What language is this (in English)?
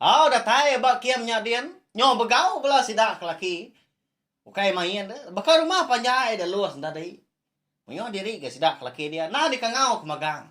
Iban